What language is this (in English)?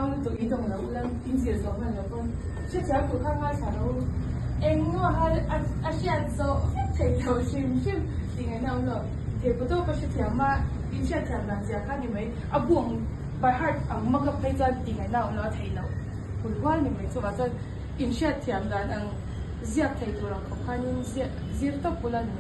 Mizo